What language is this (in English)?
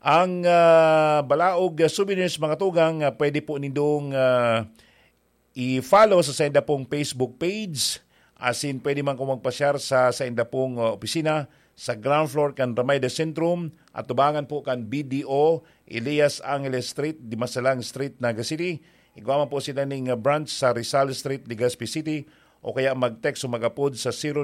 Bikol